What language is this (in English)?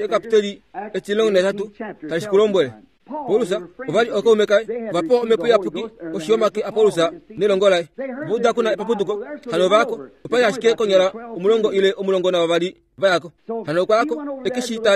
Kuanyama